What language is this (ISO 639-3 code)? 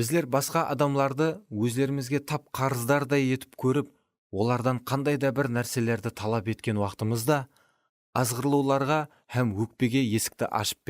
kaa